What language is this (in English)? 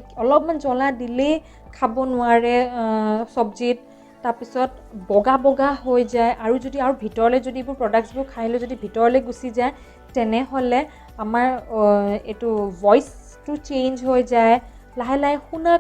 Assamese